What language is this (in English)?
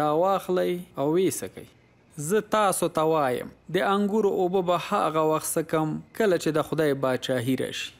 Pashto